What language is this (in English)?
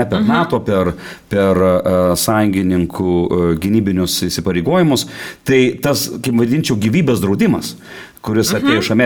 Lithuanian